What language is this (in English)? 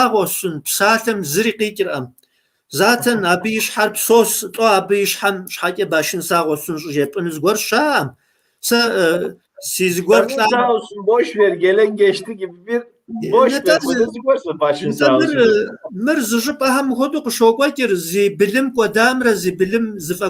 Kabardian